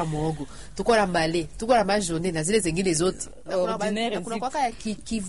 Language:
Swahili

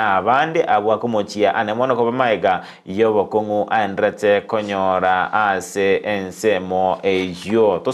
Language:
Gusii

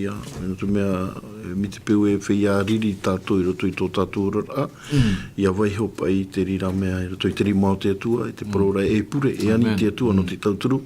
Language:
Tahitian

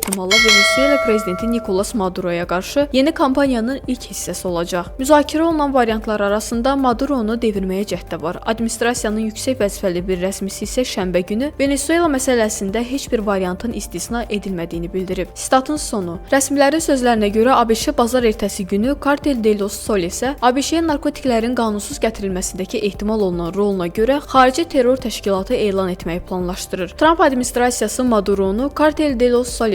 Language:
Azerbaijani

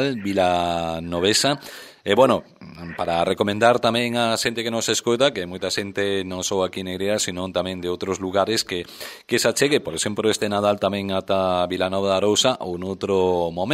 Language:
Galician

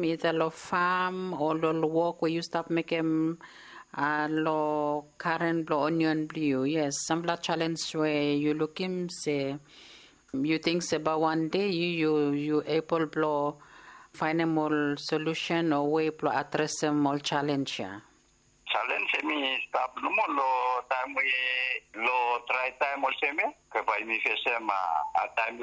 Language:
Bislama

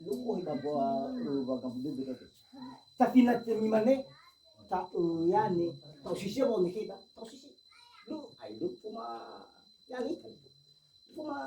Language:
Nias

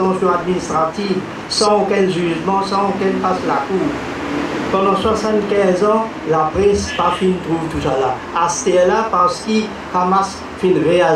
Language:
Morisyen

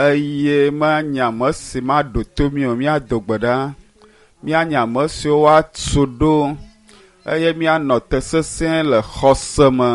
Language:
Ewe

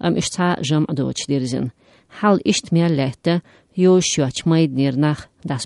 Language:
Slovenian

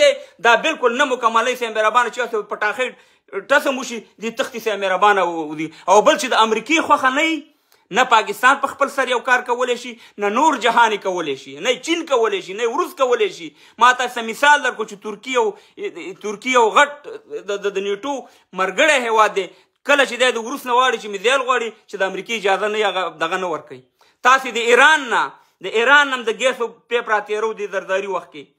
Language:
Pashto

